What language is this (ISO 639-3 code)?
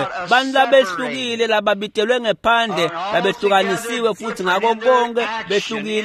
ssw